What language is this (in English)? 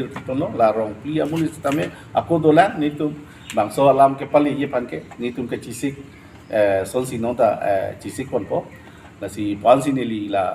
Karbi